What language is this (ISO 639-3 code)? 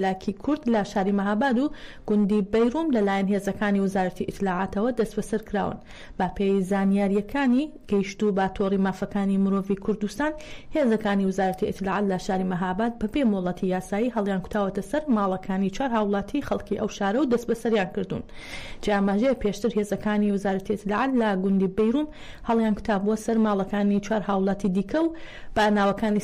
ckb